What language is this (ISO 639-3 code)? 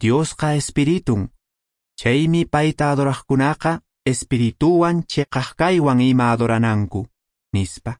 que